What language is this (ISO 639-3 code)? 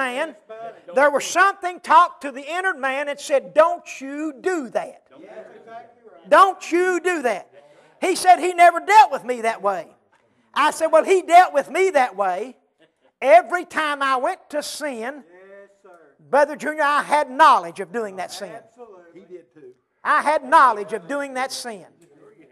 eng